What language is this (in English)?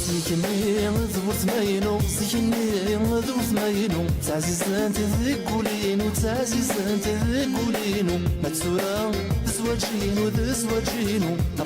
Kabyle